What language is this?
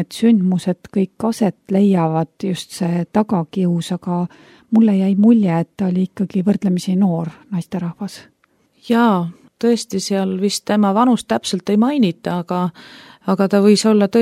Estonian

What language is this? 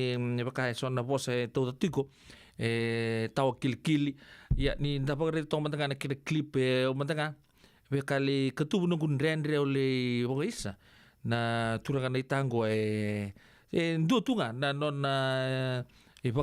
Fijian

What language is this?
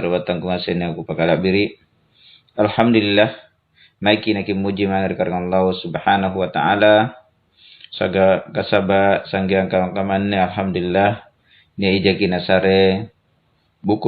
Makasar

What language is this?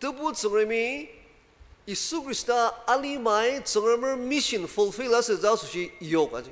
Ao Naga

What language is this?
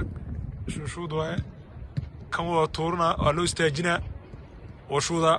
Somali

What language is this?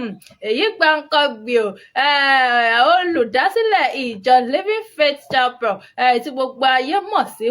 Yoruba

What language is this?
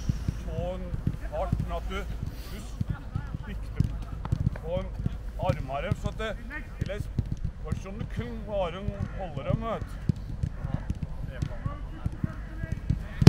Norwegian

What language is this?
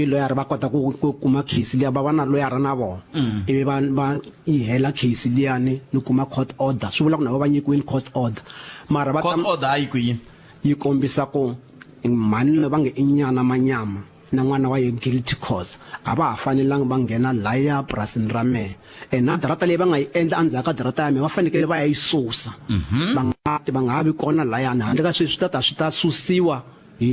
Tsonga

